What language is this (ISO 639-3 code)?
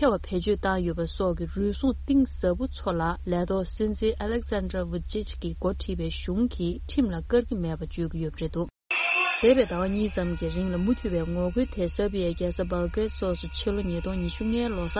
bod